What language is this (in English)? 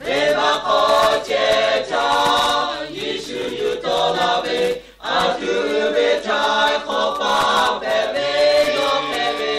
Lahu